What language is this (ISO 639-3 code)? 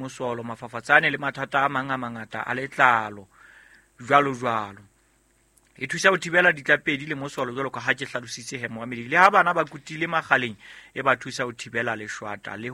sot